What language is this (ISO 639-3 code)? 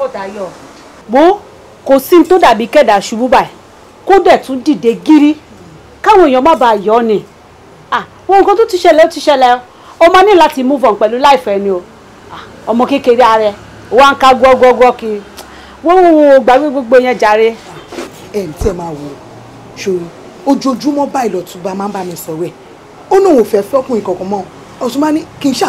yor